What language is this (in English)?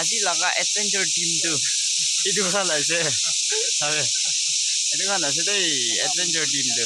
Naga Pidgin